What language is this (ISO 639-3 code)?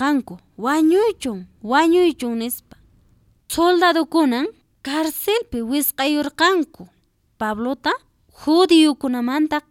que